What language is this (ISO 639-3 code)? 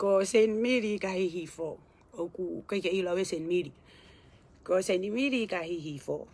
ton